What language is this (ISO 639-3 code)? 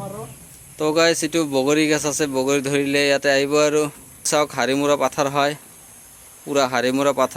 asm